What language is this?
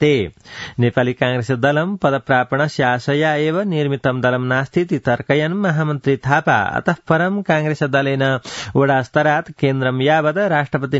Sanskrit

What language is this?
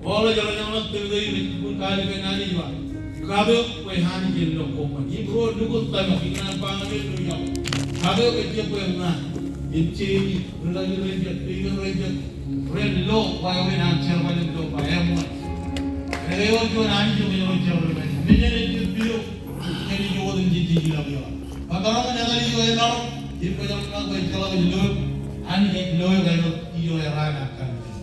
Marshallese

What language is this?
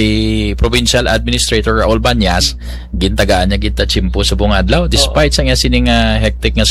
Hiligaynon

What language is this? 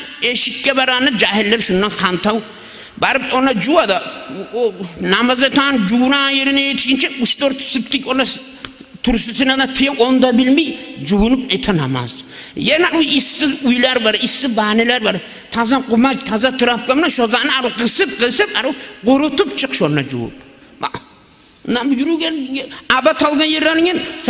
Kumyk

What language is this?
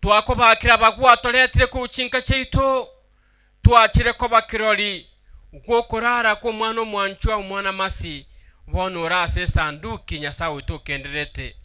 Gusii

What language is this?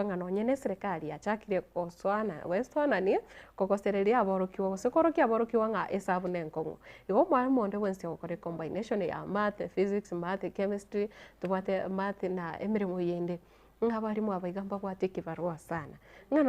Gusii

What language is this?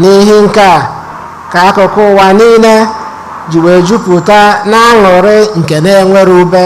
Igbo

